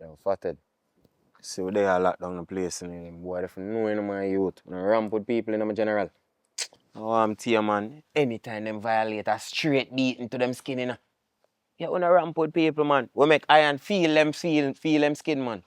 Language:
Jamaican Creole English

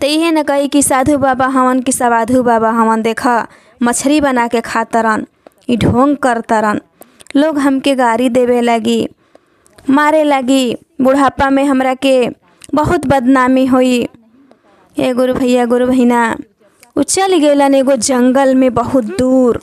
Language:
Bhojpuri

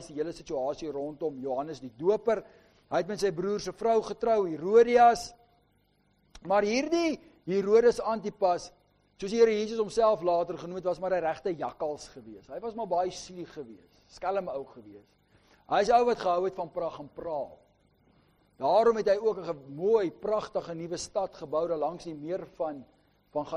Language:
Afrikaans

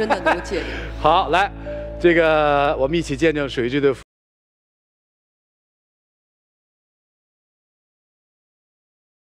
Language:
Chinese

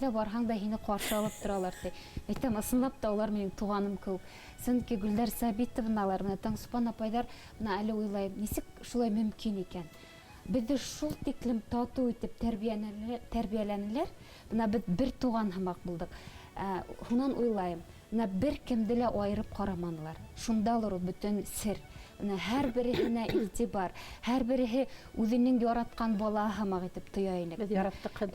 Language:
Bashkir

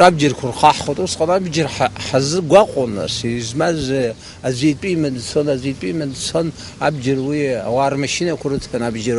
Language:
Abkhazian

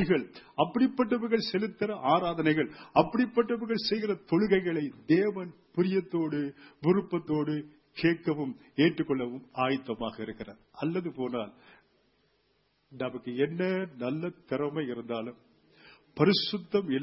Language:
Tamil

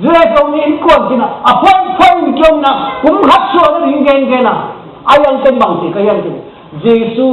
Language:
Tedim Chin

